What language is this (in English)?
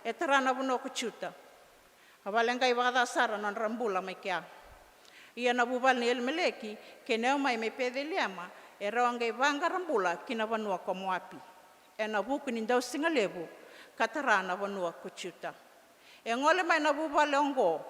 Fijian